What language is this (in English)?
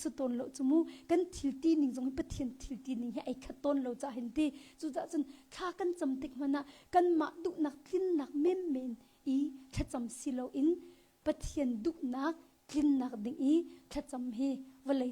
Hakha Chin